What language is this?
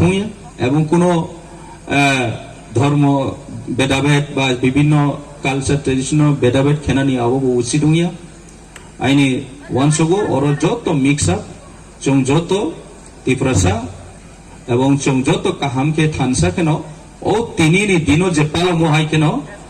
Riang (India)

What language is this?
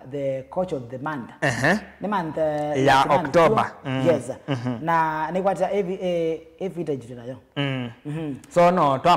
Kamba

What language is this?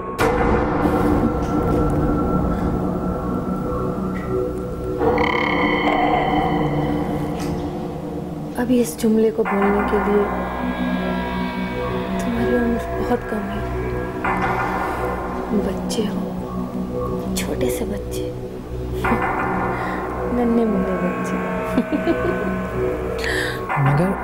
Hindi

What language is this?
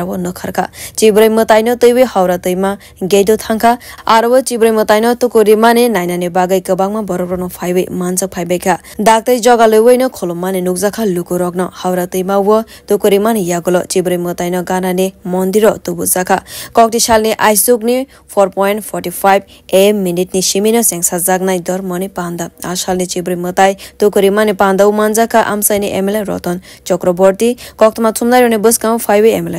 Kok Borok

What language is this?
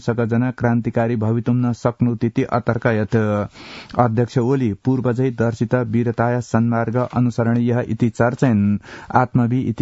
Sanskrit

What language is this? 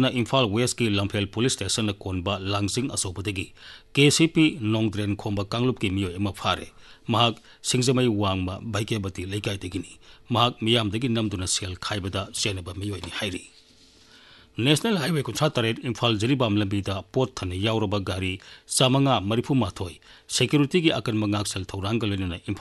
Manipuri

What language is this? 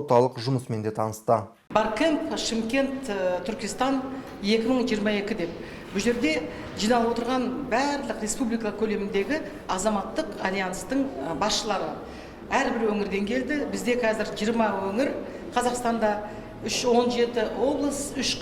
Kazakh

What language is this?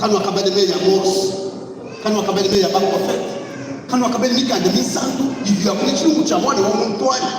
Luba-Lulua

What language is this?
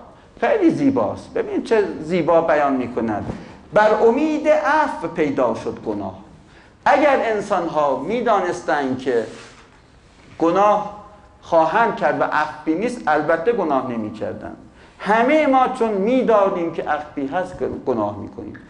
Persian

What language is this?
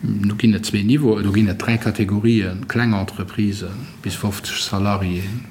Luxembourgish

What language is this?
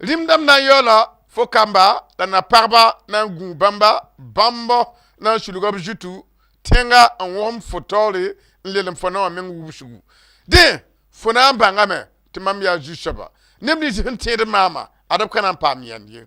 Mossi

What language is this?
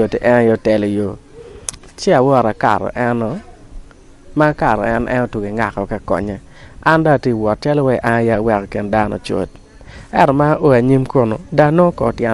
Acoli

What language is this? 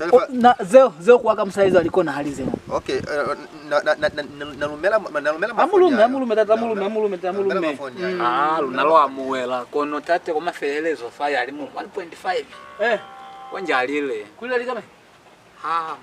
Lozi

